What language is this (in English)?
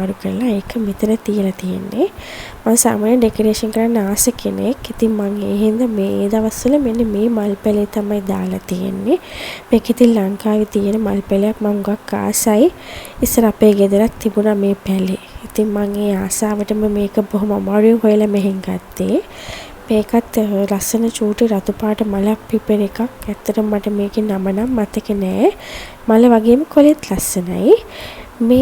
Sinhala